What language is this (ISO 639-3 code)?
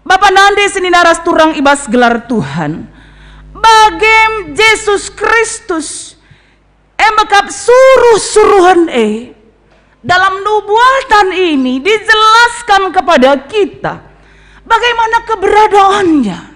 btx